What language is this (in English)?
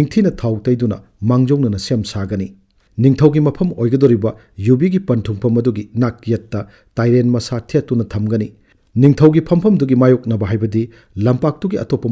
Manipuri